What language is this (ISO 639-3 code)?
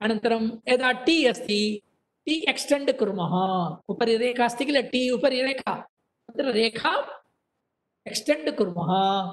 san